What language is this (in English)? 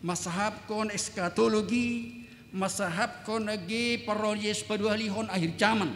Batak Simalungun